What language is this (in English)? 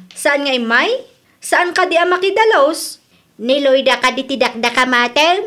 Iloko